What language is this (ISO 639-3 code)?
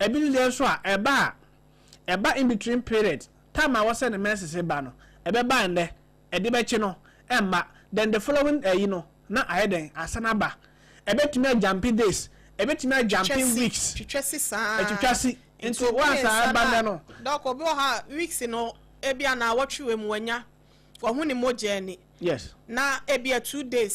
aka